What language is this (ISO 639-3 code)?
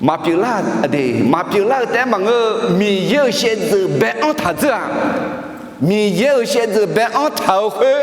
ahk